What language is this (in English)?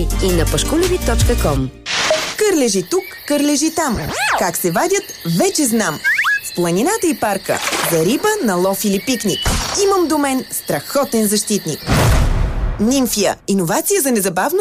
Bulgarian